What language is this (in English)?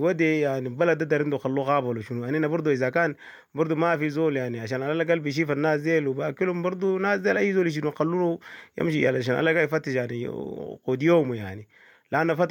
Sudanese Arabic